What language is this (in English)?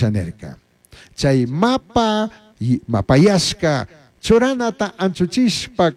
Chimborazo Highland Quichua